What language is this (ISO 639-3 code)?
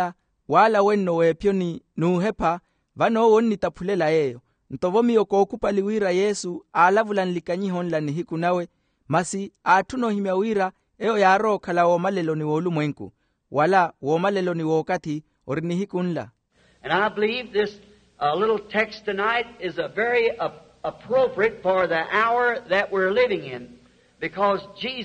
vmw